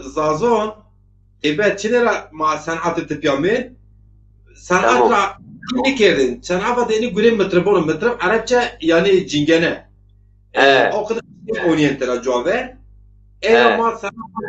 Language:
Zaza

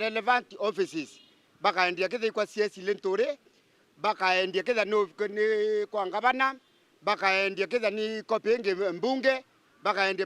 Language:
Meru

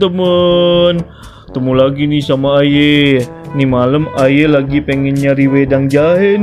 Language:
Betawi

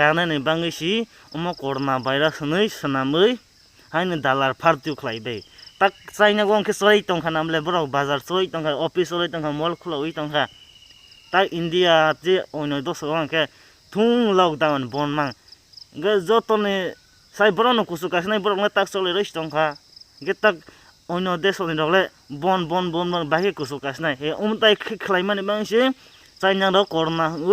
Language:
Kok Borok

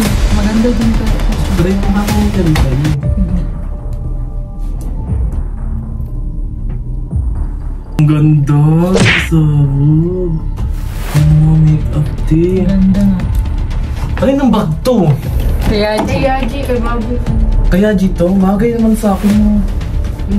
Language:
Filipino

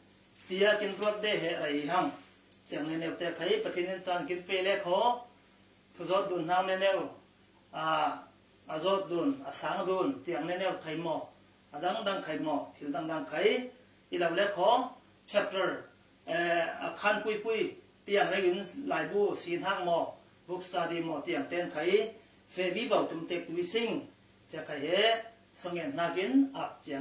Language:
Falam Chin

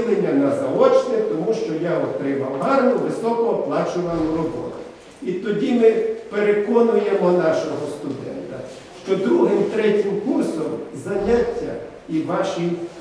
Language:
Ukrainian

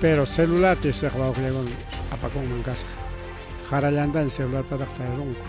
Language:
Ayacucho Quechua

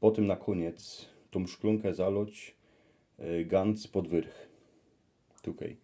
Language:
Silesian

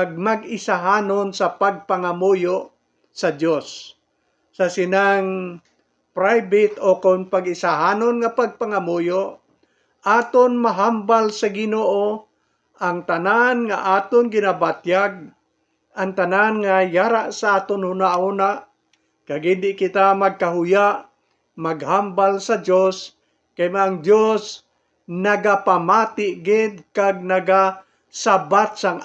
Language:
Hiligaynon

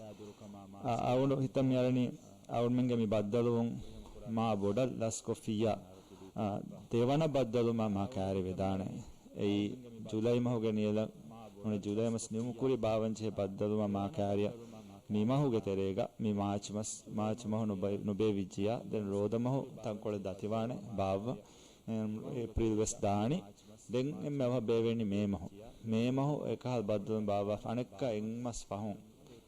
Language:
Divehi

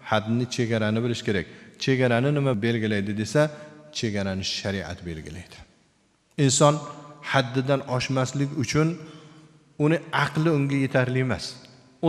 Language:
Uzbek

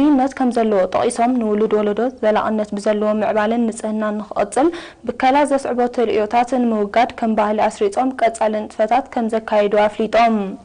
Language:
Tigrinya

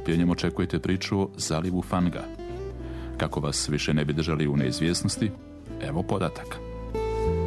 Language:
Serbian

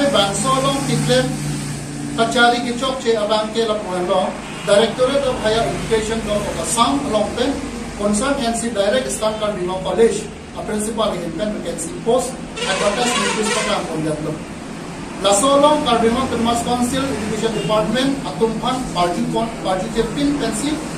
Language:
Karbi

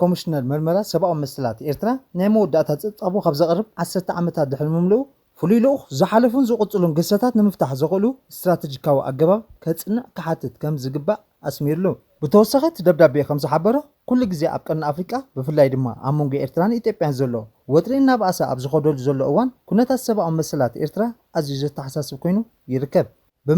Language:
Tigrinya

